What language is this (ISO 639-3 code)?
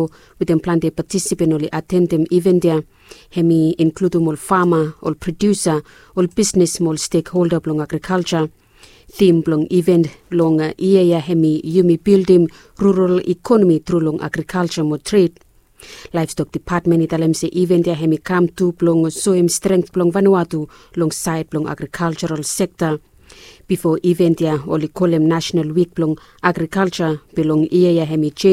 bis